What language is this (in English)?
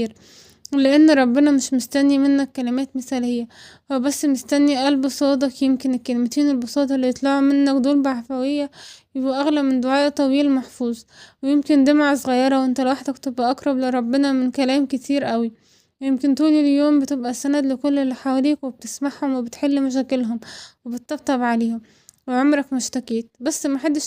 Egyptian Arabic